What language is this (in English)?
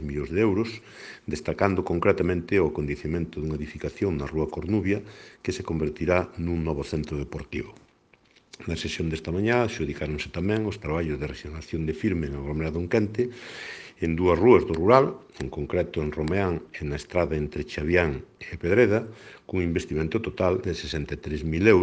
Galician